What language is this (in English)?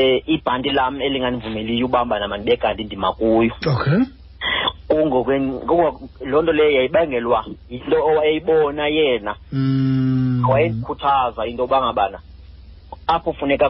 Xhosa